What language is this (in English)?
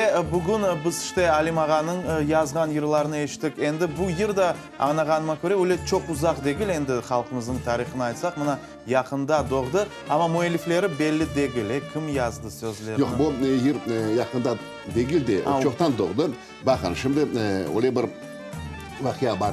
Crimean Tatar